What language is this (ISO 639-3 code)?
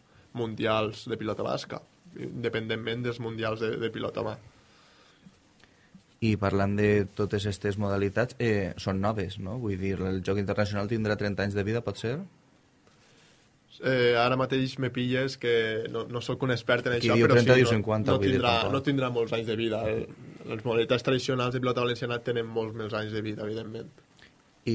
cat